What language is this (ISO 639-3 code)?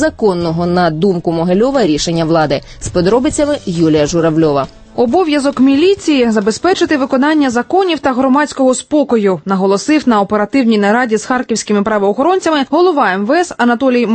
ukr